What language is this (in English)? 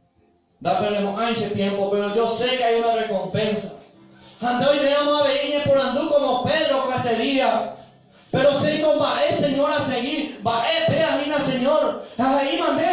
Guarani